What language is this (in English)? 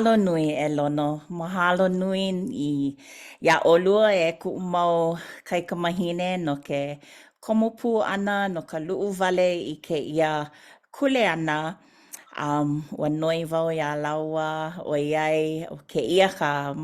Hawaiian